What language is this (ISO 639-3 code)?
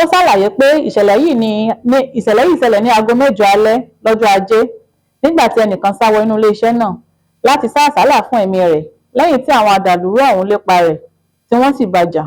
yor